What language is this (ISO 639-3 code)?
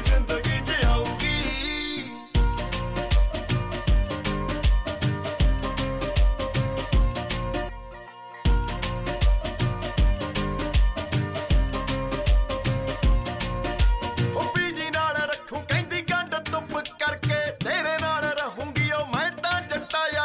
pan